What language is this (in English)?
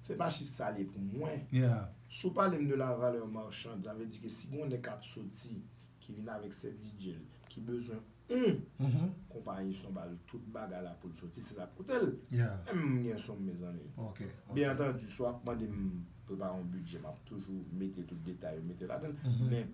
Haitian Creole